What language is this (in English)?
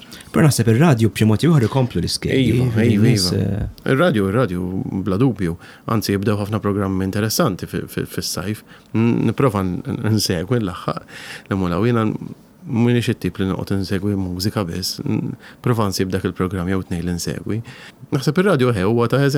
Maltese